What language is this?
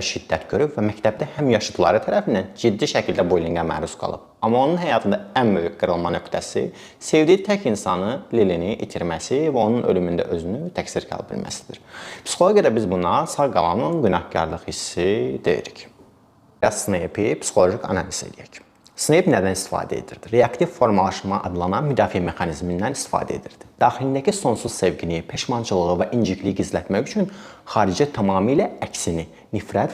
Azerbaijani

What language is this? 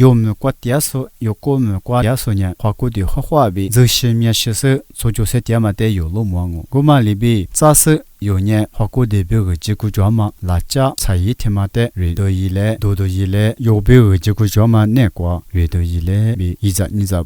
Lisu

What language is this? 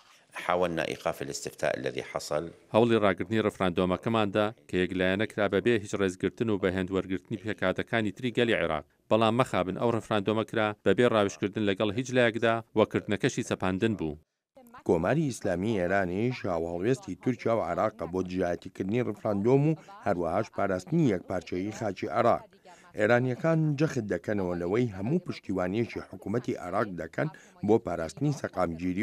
Central Kurdish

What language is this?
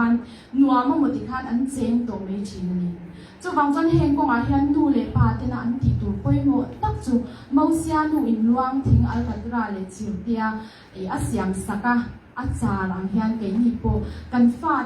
Mizo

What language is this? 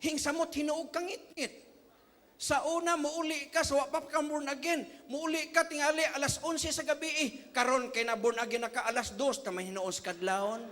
Cebuano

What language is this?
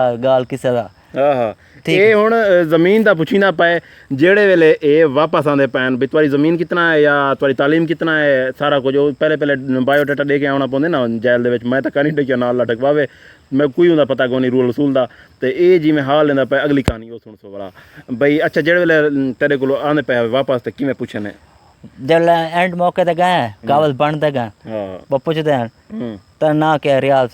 Saraiki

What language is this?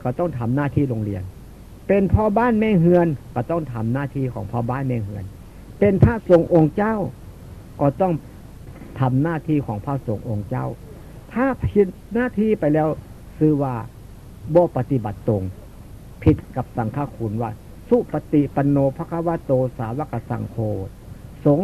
Northeastern Thai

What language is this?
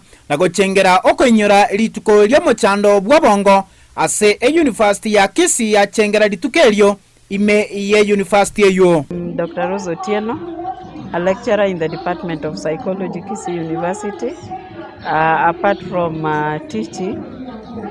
Gusii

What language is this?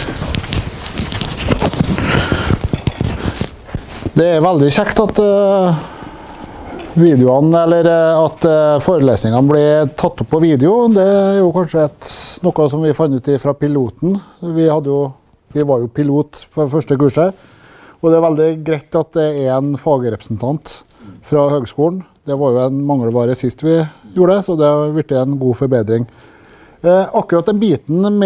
Norwegian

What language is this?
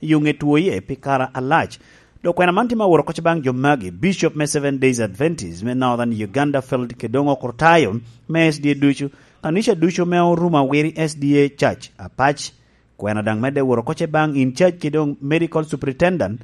Lango (Uganda)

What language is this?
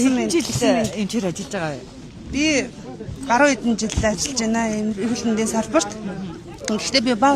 Mongolian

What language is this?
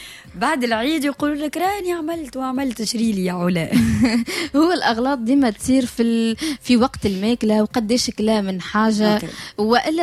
Tunisian Arabic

